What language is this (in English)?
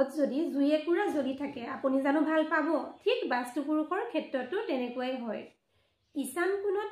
Assamese